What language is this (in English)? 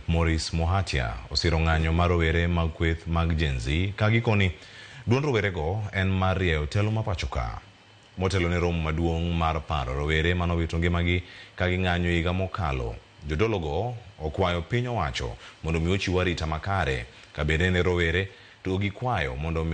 Luo (Kenya and Tanzania)